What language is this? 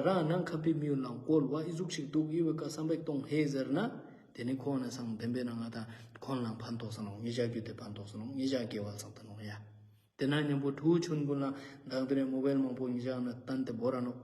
Ladakhi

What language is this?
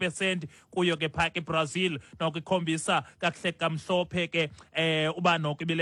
Xhosa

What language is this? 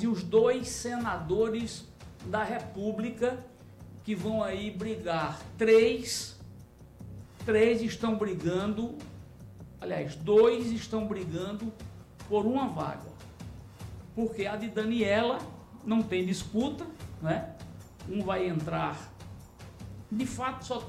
Portuguese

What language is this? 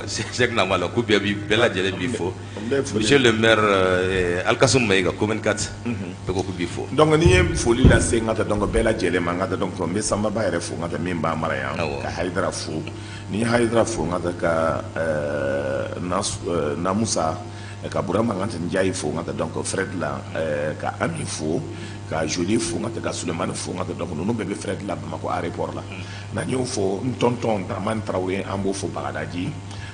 Bambara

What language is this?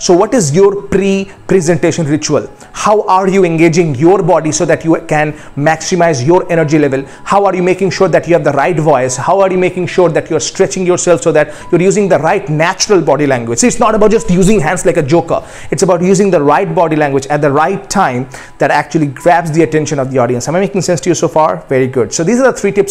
English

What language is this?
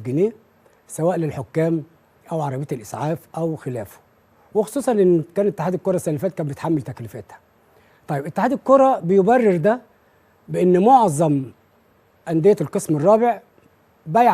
Egyptian Arabic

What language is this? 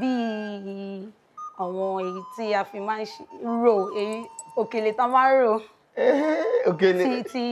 Yoruba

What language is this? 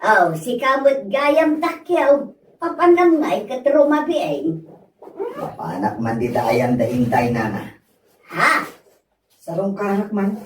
Iloko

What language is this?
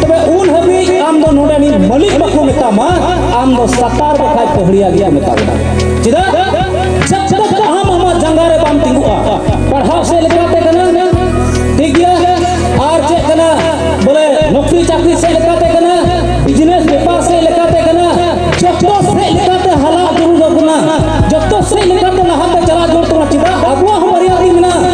Santali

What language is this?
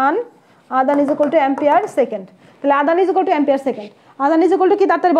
Bangla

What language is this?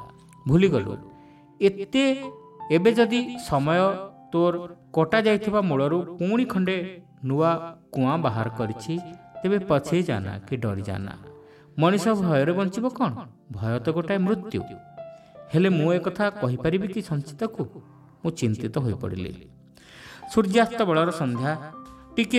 Odia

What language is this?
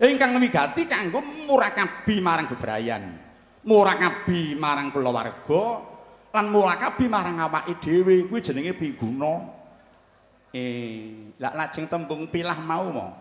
Javanese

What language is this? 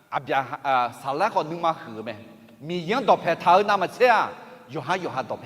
Akha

